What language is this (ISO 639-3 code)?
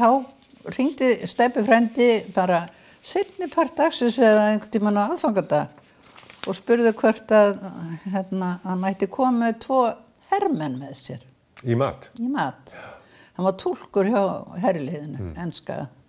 isl